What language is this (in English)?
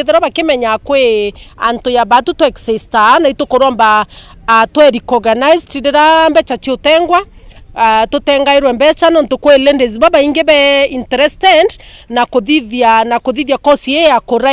Meru